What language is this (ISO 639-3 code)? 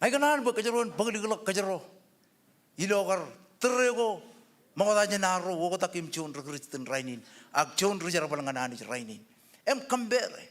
mah